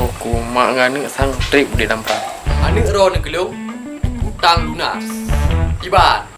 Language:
Achinese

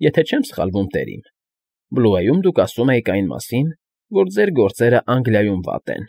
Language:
Armenian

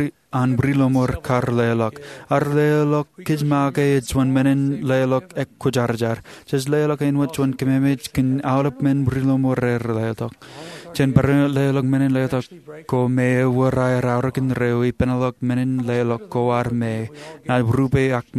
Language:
Marshallese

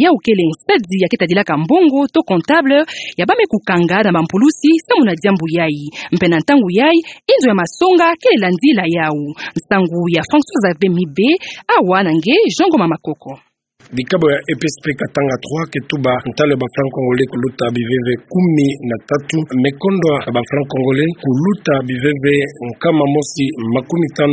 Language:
Kituba (Democratic Republic of Congo)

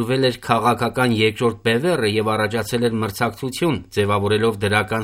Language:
Armenian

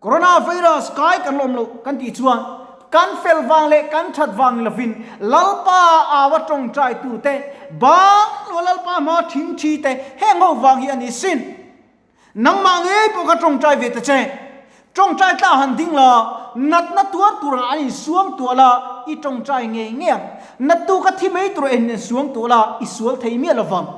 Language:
Mizo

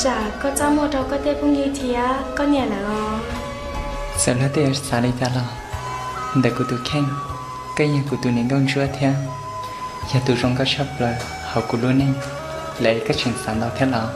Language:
Hmong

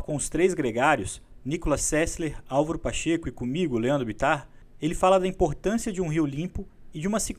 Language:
Portuguese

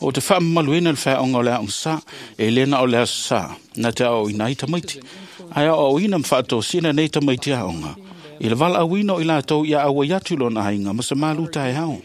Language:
Samoan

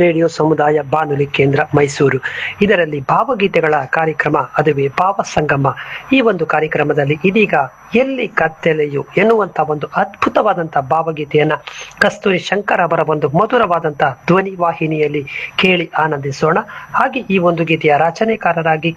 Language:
Kannada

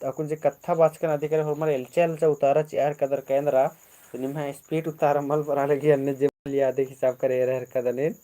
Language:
Kurukh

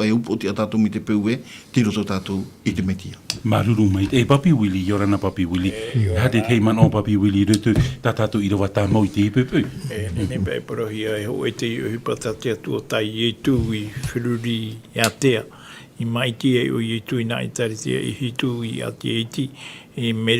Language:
Tahitian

